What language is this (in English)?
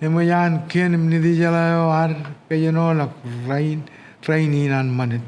Marshallese